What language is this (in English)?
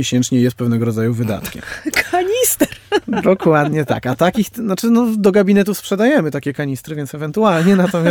Polish